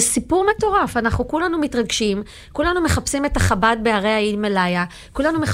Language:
Hebrew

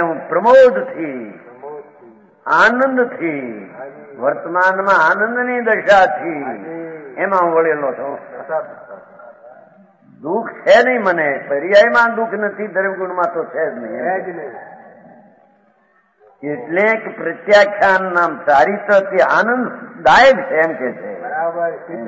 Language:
Gujarati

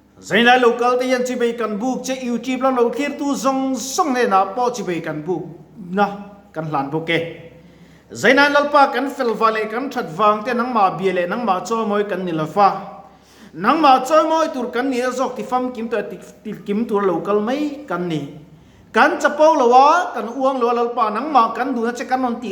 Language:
Mizo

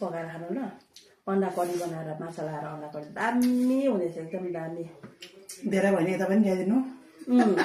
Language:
Nepali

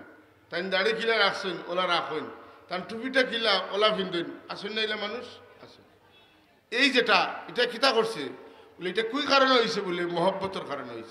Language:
Sylheti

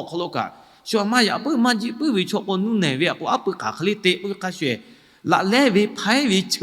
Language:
Lahu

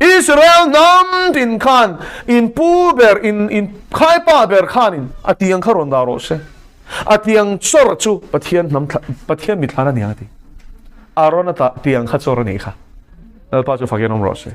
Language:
Mizo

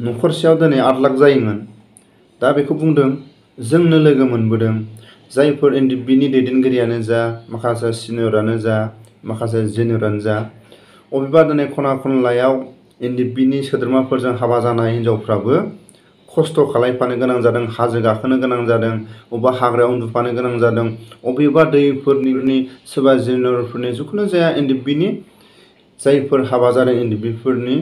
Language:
Bodo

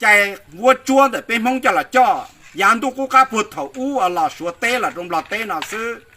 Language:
Hmong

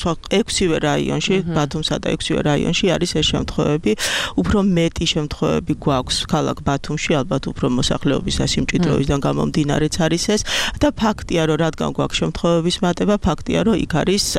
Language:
Georgian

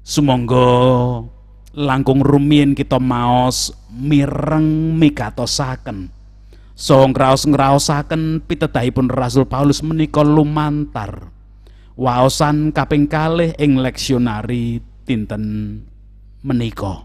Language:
Javanese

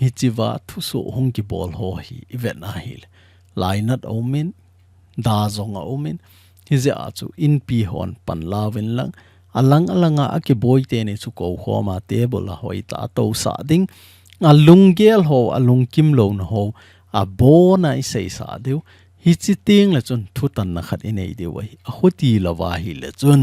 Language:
Thado Chin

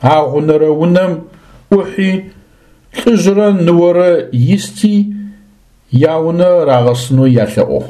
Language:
Adyghe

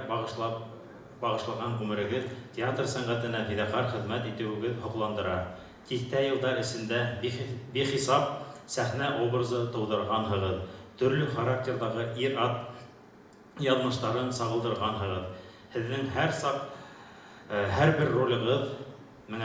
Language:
Bashkir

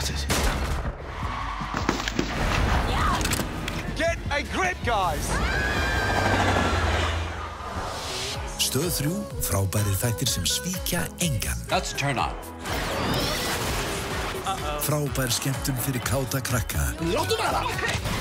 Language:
Icelandic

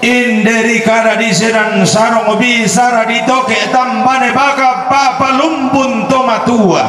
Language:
Toraja-Sa'dan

